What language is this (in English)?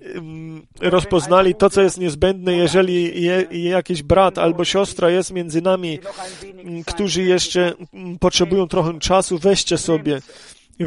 Polish